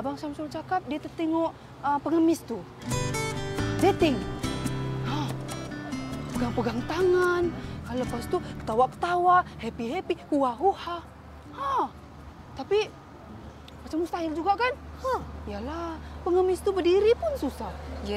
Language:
Malay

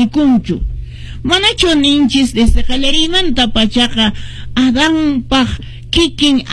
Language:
Quechua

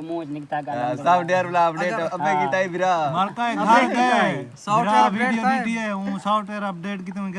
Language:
Saraiki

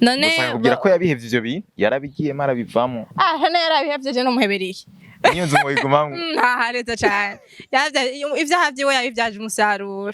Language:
Rundi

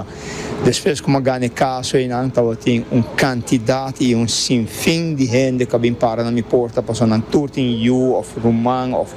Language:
Papiamento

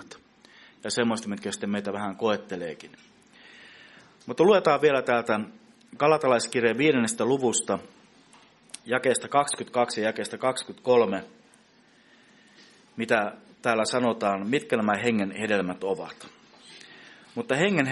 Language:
Finnish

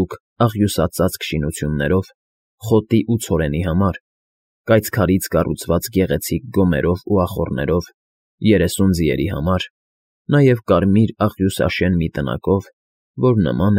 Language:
Armenian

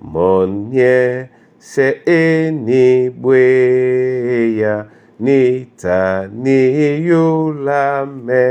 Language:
Duala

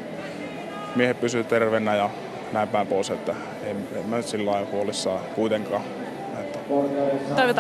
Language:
Finnish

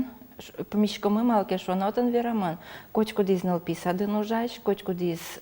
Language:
Udmurt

